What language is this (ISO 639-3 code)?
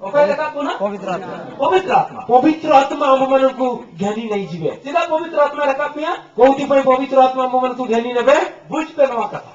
sat